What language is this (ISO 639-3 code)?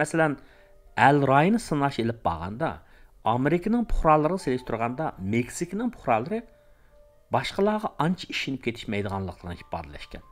uig